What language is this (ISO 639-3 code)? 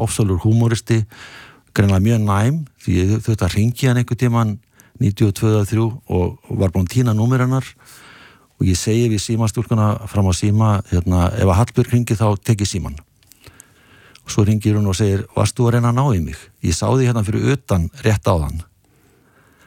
isl